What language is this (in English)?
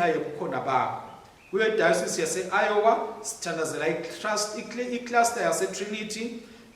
Swati